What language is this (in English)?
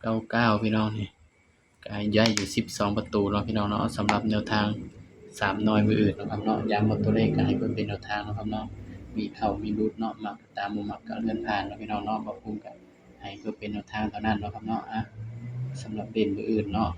Northeastern Thai